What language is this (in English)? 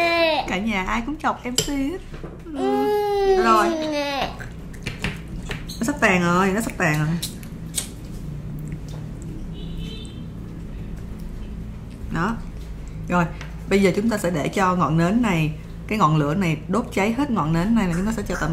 Vietnamese